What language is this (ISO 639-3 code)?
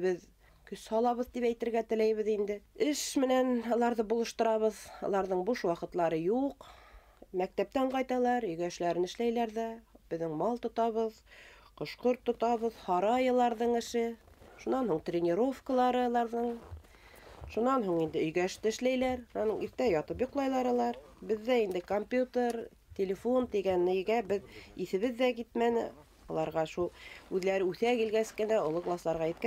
bak